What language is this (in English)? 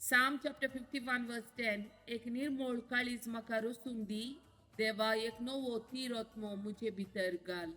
Konkani